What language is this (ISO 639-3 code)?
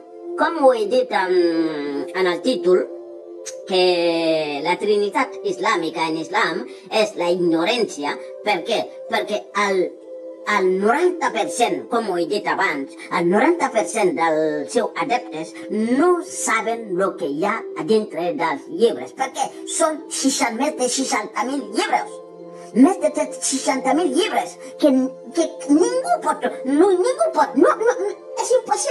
cat